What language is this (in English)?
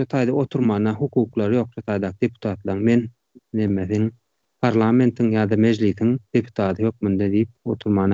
Turkmen